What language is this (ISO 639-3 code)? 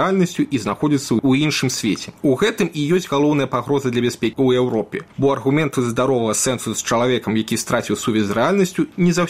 bel